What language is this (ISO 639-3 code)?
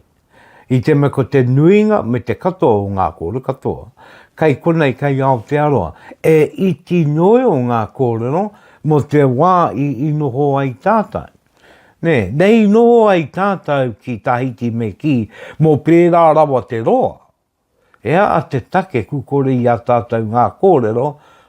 mri